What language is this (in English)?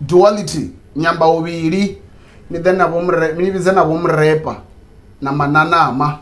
Venda